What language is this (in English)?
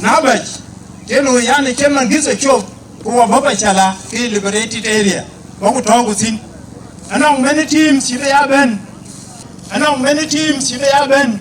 Dinka